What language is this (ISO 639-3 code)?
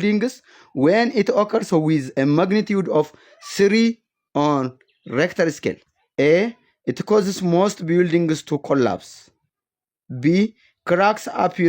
eng